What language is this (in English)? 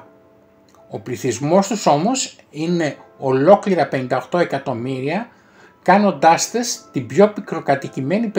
Greek